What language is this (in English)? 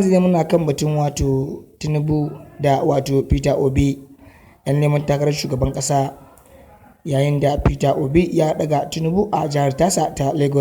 Hausa